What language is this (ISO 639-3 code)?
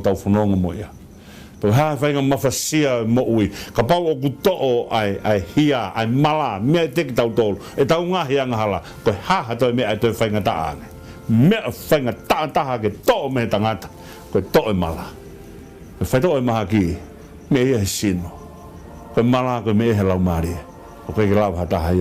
ton